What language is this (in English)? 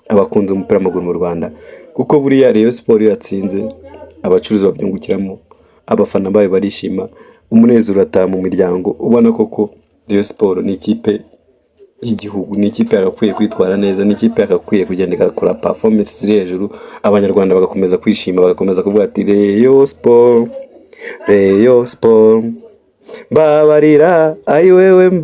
Kinyarwanda